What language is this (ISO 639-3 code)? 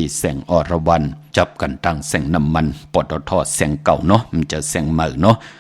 shn